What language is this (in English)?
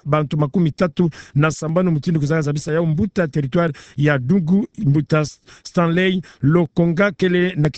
Kituba (Democratic Republic of Congo)